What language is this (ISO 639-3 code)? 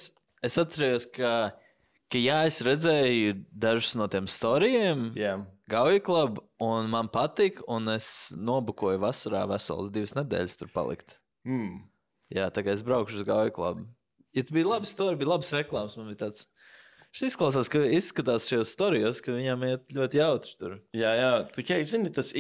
lav